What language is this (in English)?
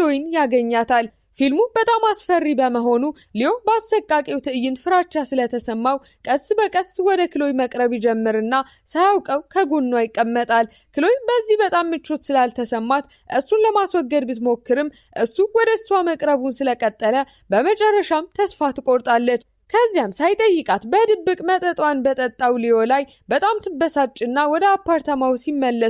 Amharic